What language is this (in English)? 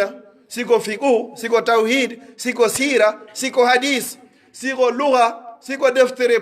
Pular